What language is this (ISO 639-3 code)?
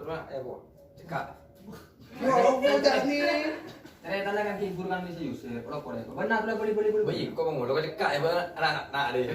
mad